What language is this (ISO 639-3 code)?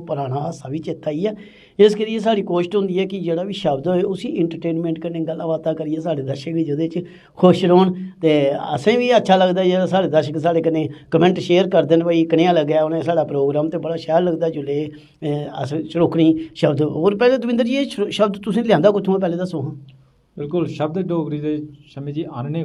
doi